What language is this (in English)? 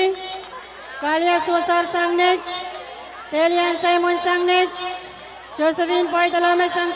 Pohnpeian